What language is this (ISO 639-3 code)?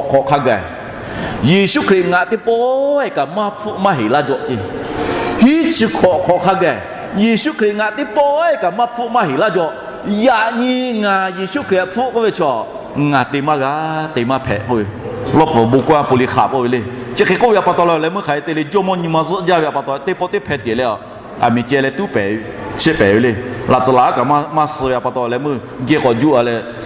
lhu